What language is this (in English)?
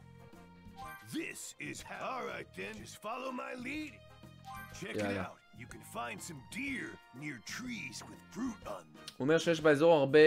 Hebrew